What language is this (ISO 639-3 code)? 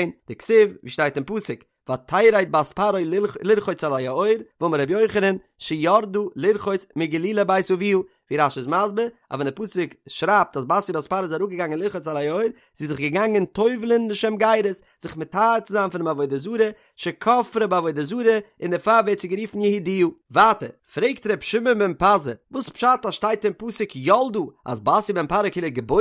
yid